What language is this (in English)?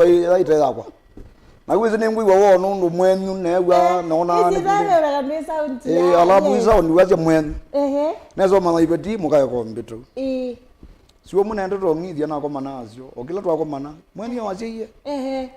Kamba